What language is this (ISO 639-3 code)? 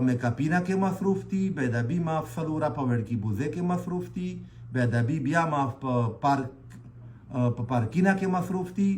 pus